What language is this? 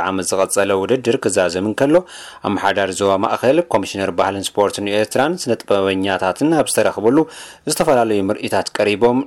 Tigrinya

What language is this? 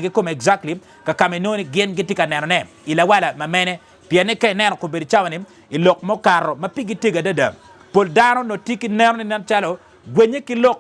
Acoli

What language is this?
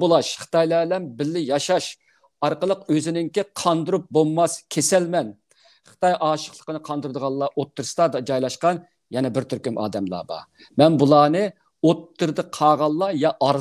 Uyghur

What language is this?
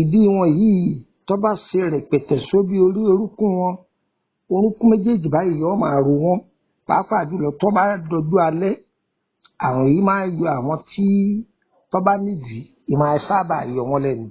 Yoruba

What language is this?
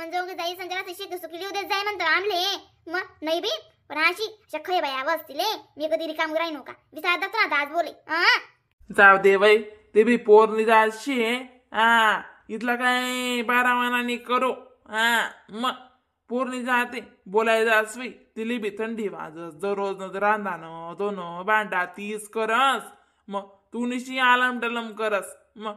Khandesi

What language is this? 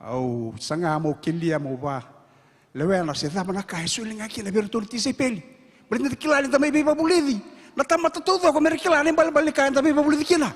Fijian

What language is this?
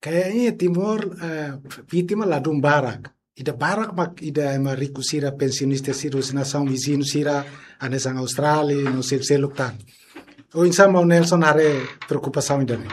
Tetum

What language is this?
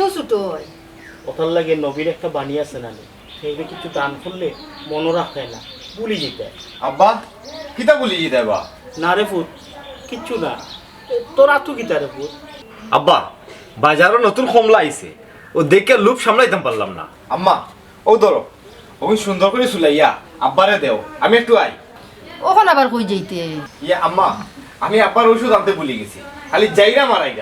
Sylheti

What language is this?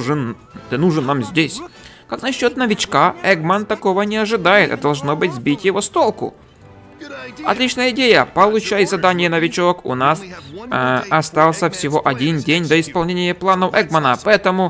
Russian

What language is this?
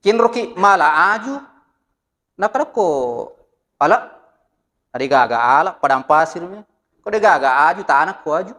Buginese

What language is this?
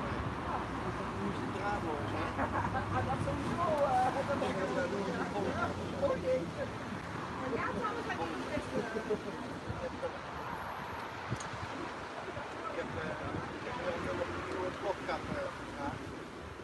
Dutch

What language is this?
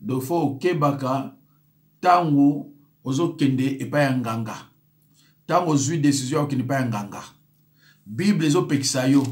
Lingala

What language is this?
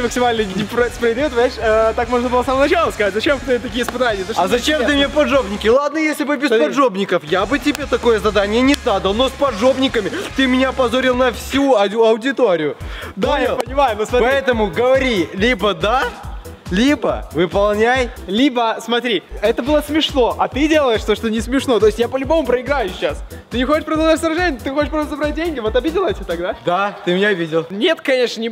Russian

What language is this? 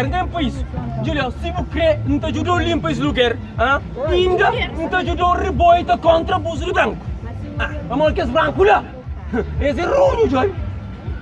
Kabuverdianu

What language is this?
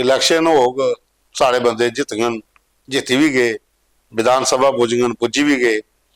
Dogri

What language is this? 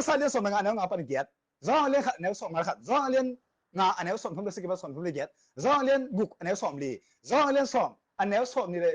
Tedim Chin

